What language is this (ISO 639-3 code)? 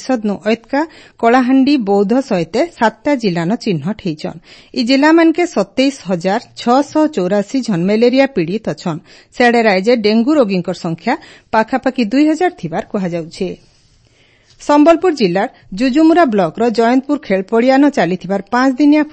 ori